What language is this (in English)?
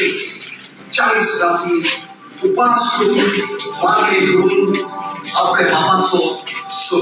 Konkani